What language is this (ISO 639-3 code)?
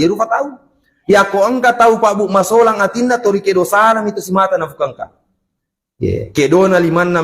bug